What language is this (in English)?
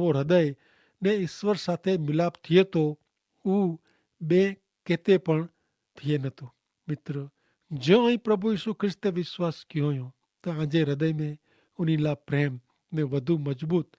Kachhi